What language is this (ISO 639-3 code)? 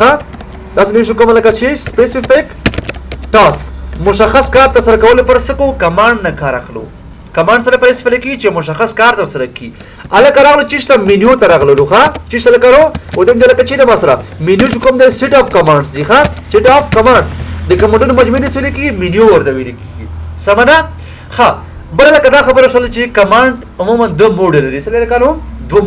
pus